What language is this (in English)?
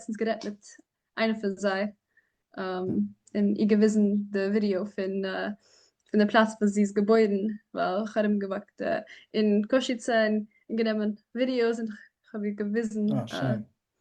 Yiddish